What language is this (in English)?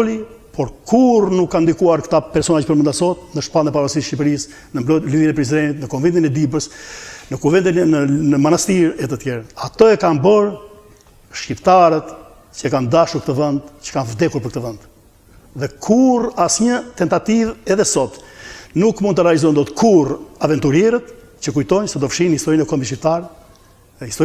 Albanian